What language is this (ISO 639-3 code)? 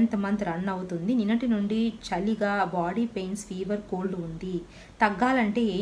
tel